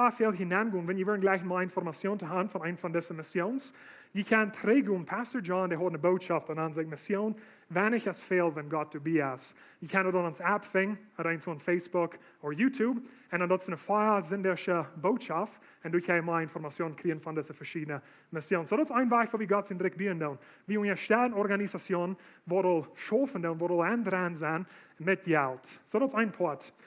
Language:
Plautdietsch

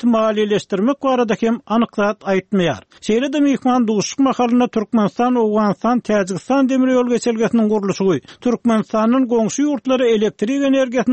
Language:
Turkmen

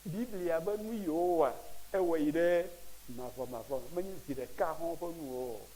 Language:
Ewe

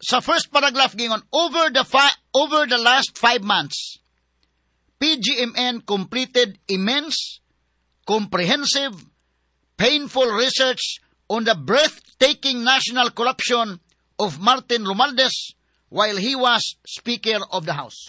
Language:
Cebuano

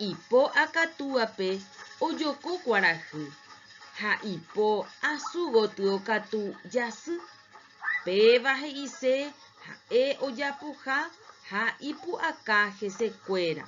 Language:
Guarani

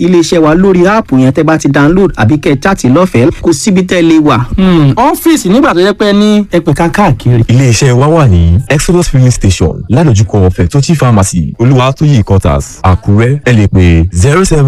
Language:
Yoruba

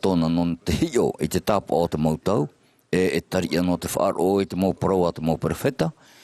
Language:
Tahitian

